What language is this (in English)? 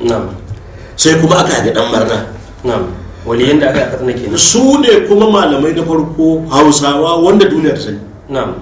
Hausa